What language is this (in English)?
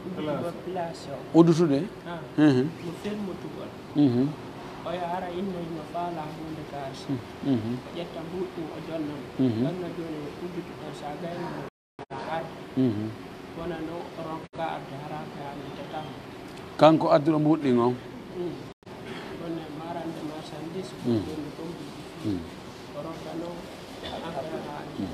Pular